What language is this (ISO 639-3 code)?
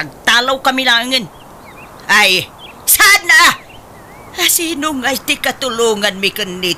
ilo